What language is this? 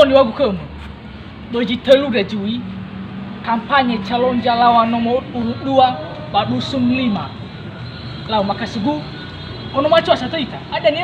Nias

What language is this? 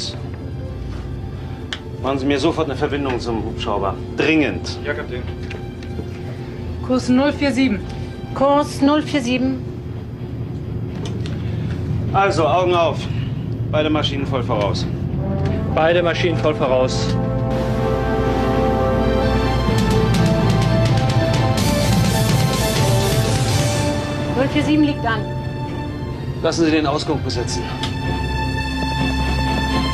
German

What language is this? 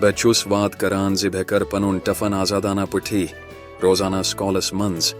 Kashmiri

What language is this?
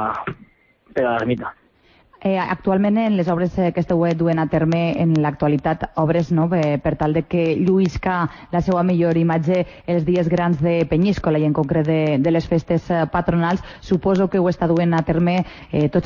Catalan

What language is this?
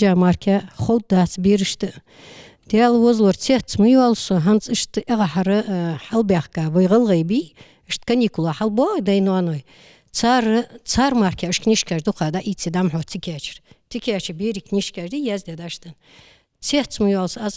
Ingush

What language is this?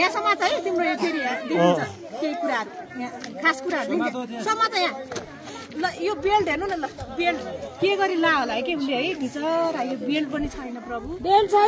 Nepali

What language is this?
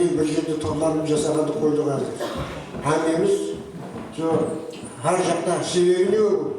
Kara-Kalpak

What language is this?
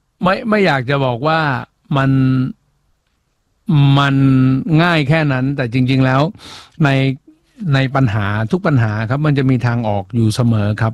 Thai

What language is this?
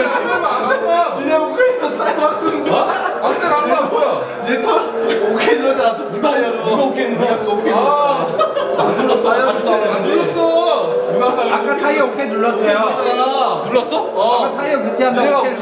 Korean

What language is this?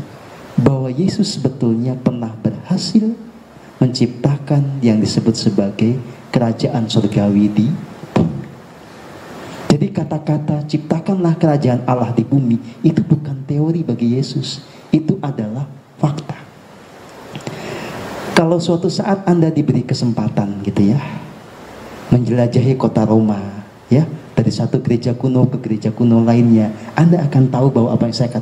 Indonesian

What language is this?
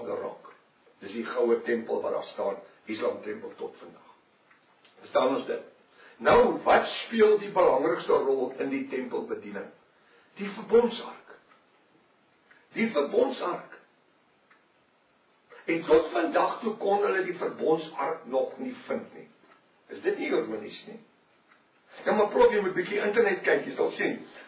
Afrikaans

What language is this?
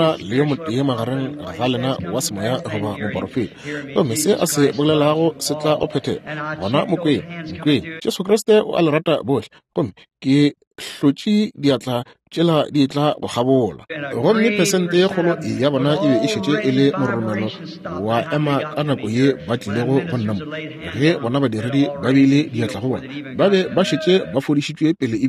Northern Sotho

